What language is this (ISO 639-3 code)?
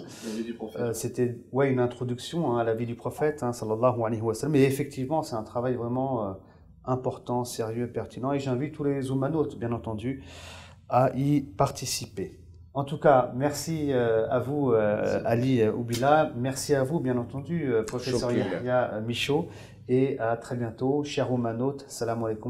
fra